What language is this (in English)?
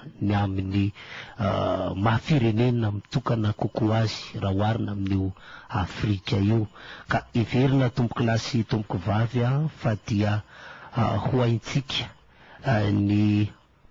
Malagasy